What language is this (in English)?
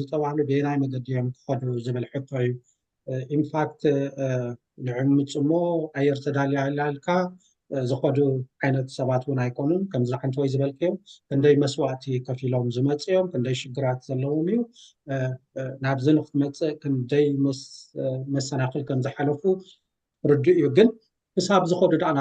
Tigrinya